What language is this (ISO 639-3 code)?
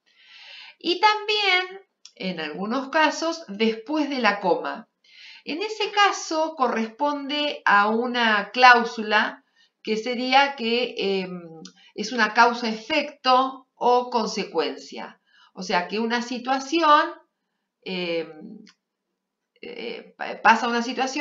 spa